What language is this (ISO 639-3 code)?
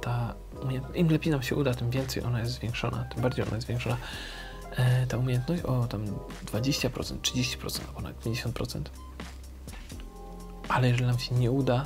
pol